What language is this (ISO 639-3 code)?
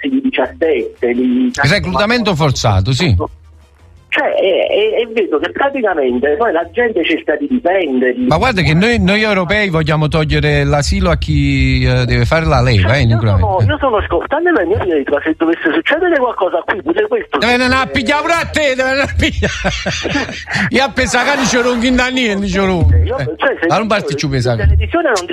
ita